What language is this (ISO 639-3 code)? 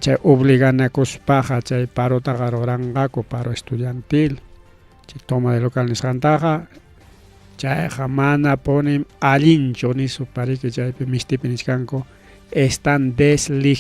quy